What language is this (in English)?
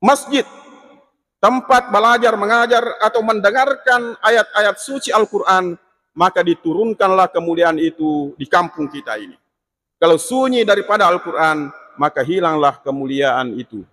Buginese